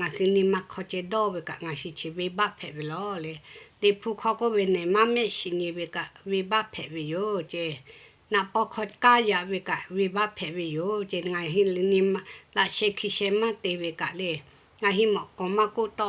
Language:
Lahu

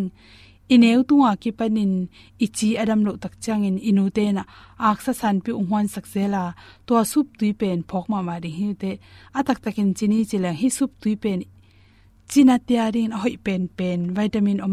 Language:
Tedim Chin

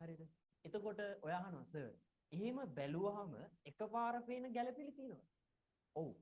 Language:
Sinhala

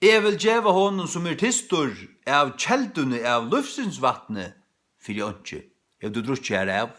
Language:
Faroese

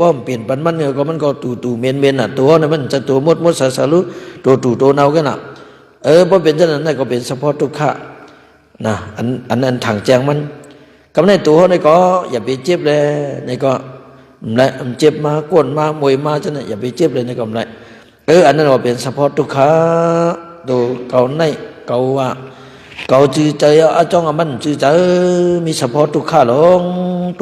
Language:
Shan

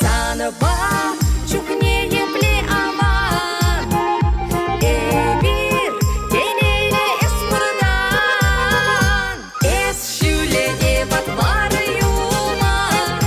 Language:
Chuvash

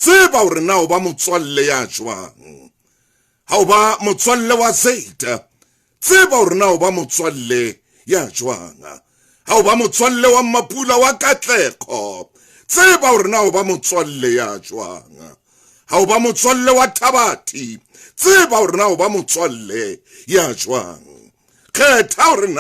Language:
Southern Sotho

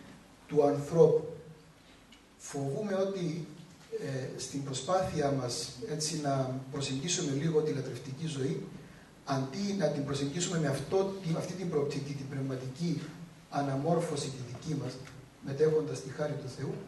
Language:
Greek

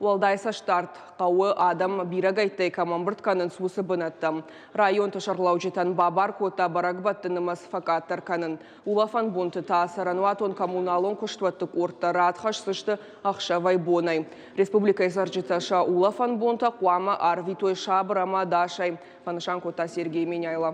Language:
Ossetic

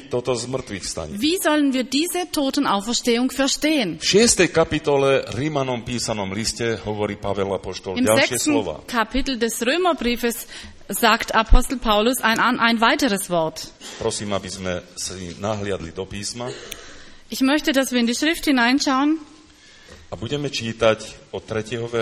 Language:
Slovak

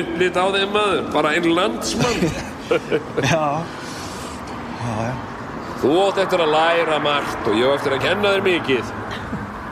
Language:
Icelandic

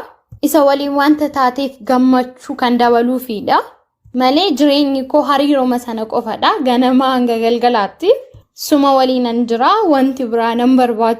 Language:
Oromo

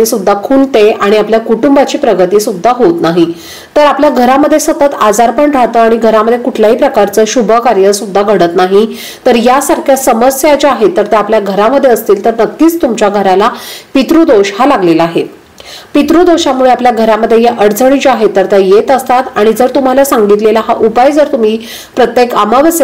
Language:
Marathi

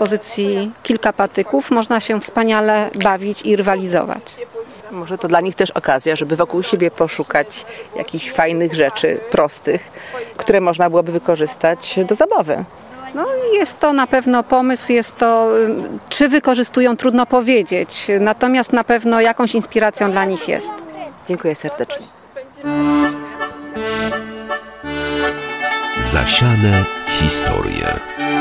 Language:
Polish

